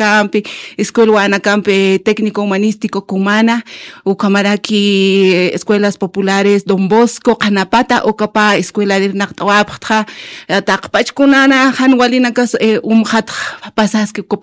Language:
Aymara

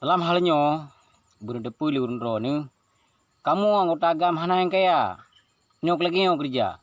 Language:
Achinese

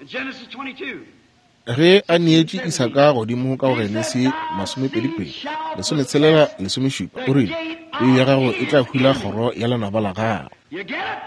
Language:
Northern Sotho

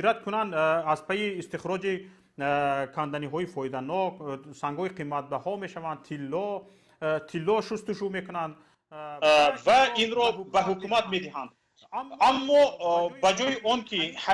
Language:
Tajik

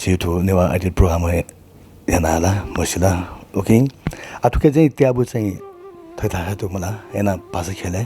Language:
Newari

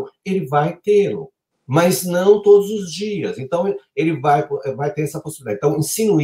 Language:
Portuguese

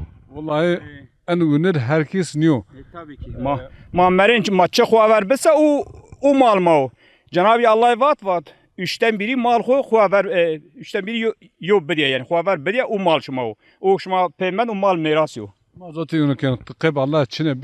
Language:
Zaza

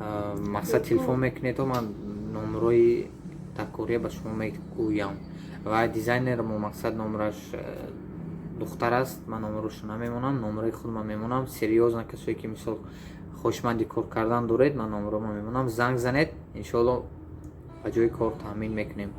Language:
Tajik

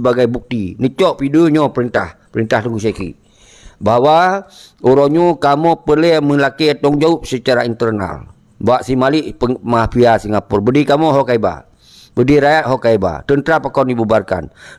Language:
Achinese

